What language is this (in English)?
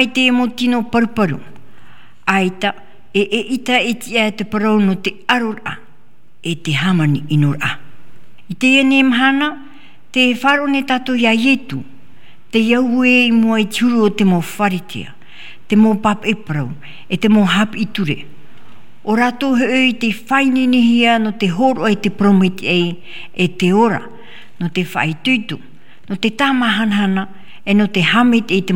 Tahitian